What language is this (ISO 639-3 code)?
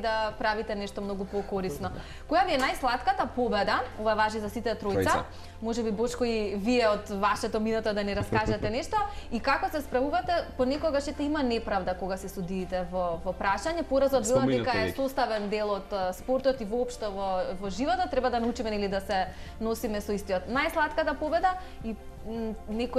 mkd